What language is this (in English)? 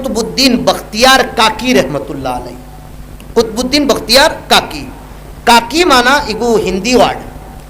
Sylheti